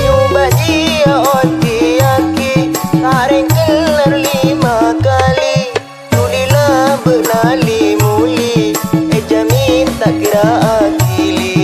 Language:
Madurese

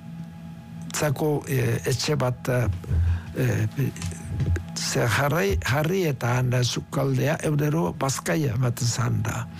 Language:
Basque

